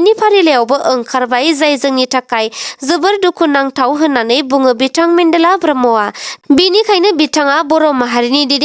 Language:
Bodo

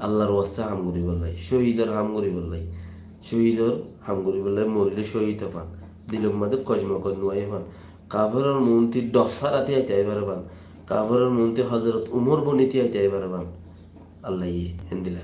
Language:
Rohingya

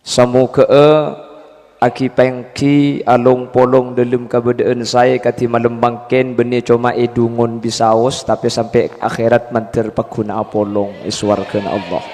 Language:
Madurese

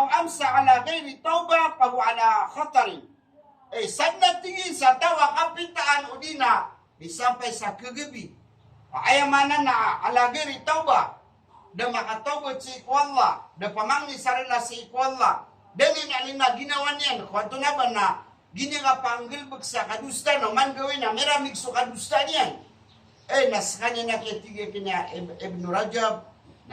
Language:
Maranao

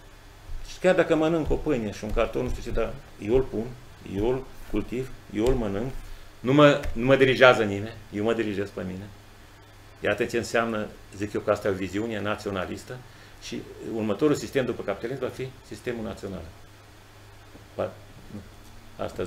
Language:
Romanian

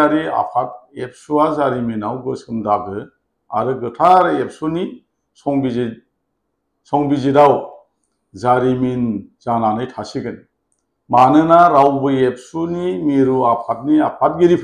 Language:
Bodo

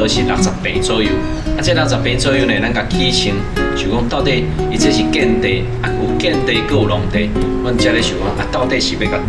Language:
Min Nan Chinese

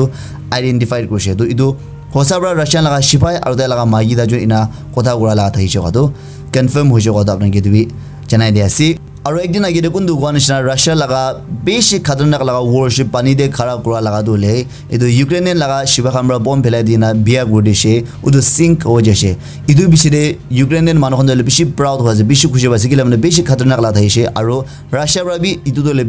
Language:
Naga Pidgin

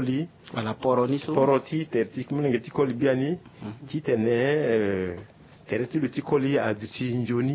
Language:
Sango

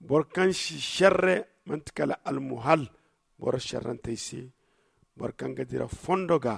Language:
Zarma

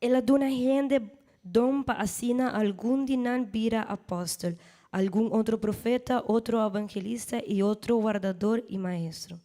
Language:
Papiamento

